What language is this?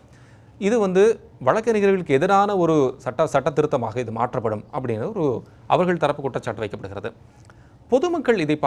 Tamil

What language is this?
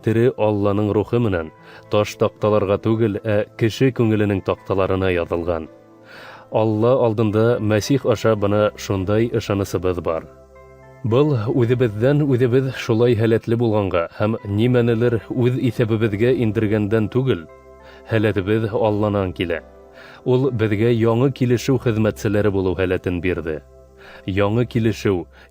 Bashkir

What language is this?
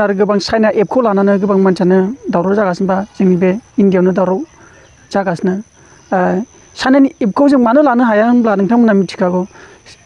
Bodo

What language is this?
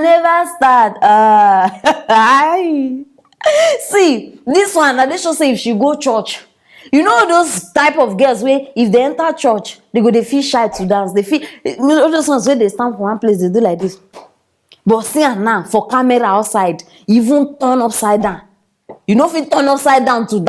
Nigerian Pidgin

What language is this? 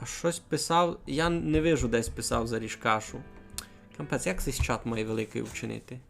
Rusyn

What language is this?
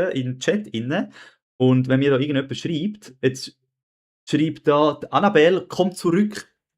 Swiss German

